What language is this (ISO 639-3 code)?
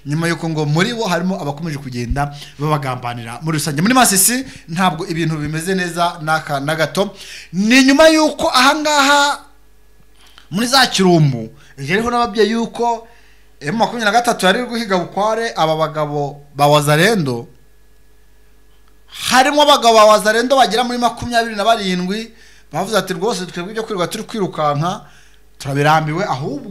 kin